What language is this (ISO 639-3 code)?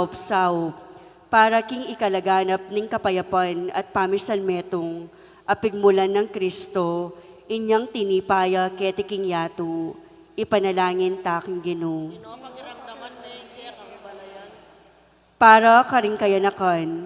pam